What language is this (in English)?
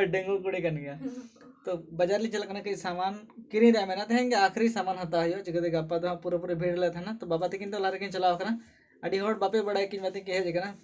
Santali